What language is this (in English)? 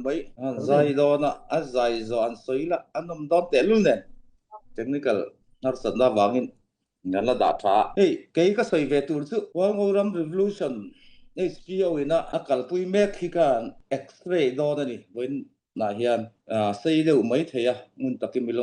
Falam Chin